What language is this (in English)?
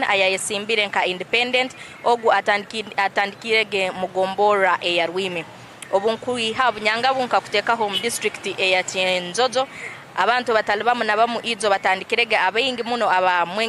Nyankole